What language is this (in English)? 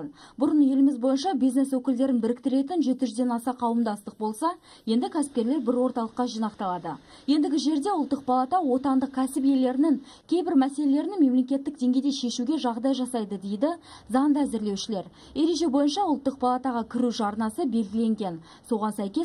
Kazakh